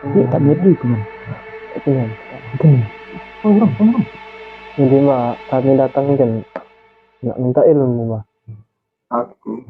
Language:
Musi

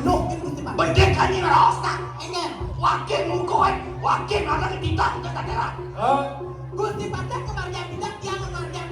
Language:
Balinese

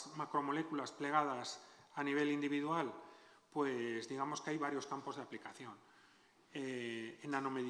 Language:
Spanish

